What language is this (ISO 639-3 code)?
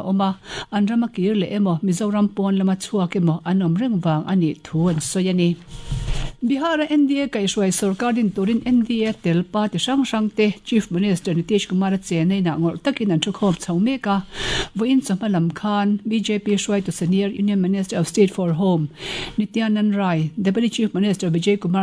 lus